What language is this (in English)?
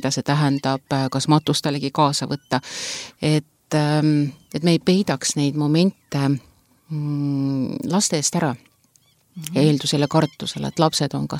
Estonian